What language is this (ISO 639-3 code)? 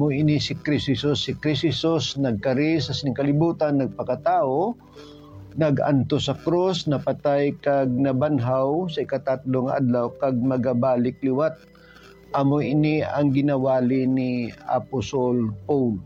hil